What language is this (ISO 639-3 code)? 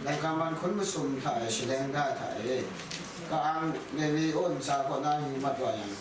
kac